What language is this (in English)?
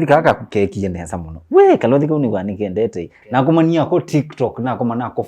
Kamba